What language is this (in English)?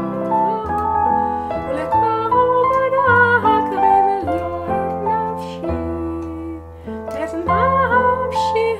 Hebrew